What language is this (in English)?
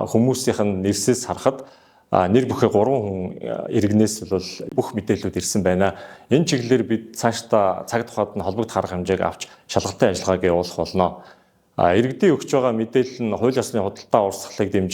Mongolian